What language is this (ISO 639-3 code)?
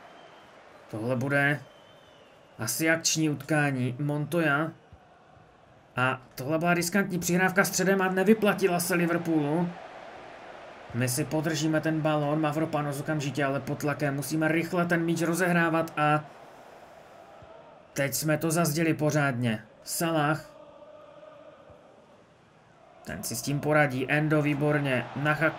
ces